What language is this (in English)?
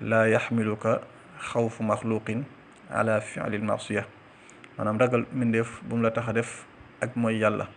Wolof